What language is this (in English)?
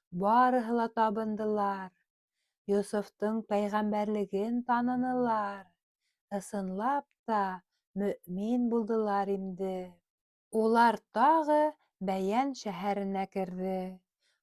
Bashkir